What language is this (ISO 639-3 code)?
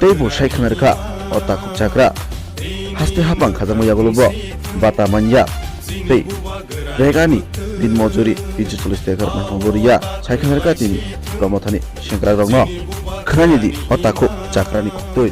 trp